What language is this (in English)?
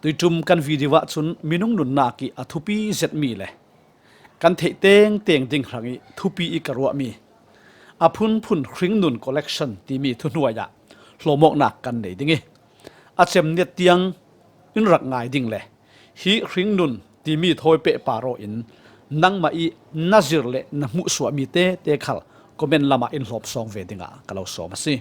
Falam Chin